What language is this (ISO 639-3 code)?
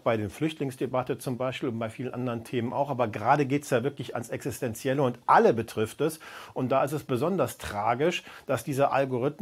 deu